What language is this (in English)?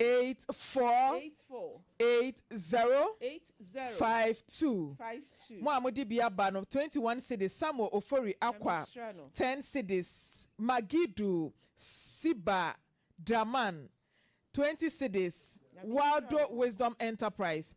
Akan